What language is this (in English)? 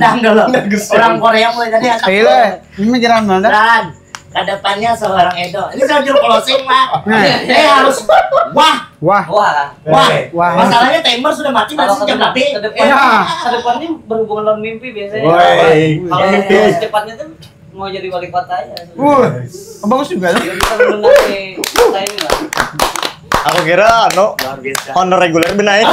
Banjar